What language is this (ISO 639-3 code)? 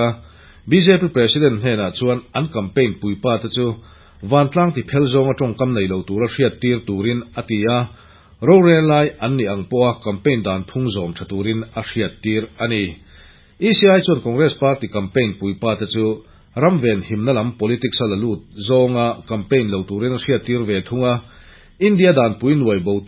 lus